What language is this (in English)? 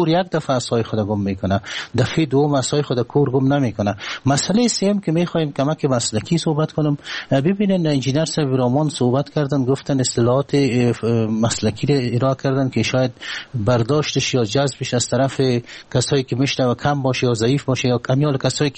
Persian